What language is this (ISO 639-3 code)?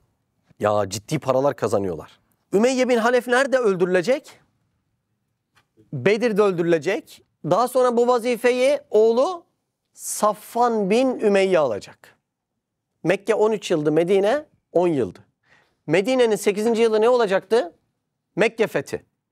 tur